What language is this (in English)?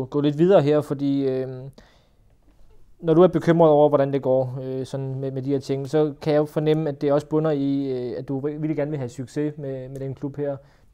Danish